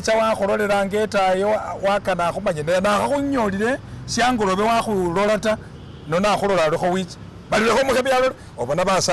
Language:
Masaaba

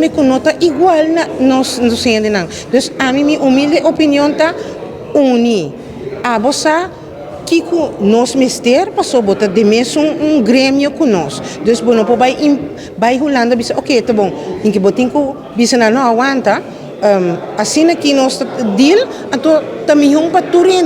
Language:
Papiamento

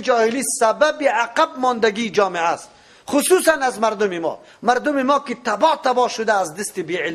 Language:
Persian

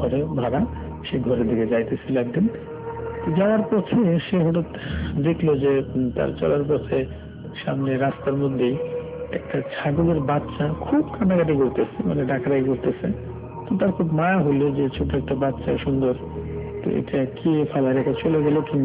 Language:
Bangla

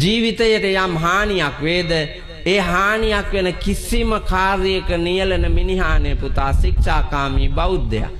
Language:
Sinhala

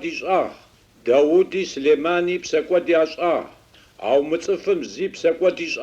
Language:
Adyghe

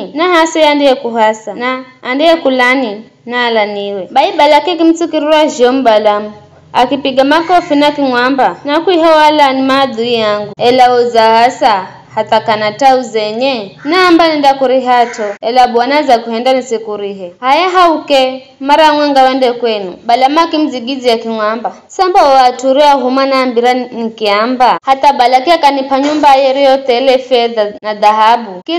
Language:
Giryama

